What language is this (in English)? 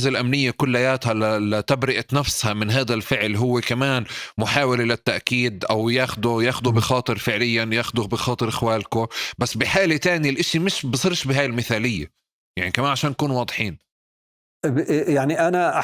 North Levantine Arabic